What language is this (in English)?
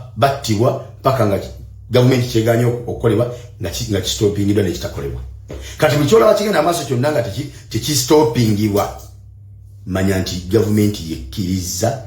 Ganda